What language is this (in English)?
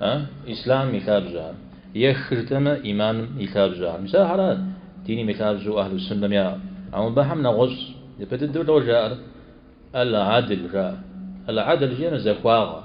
Kabardian